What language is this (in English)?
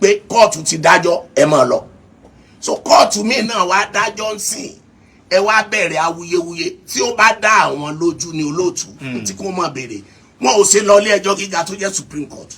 Yoruba